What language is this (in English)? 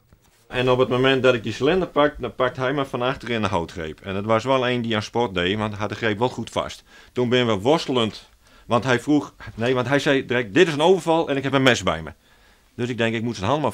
Western Frisian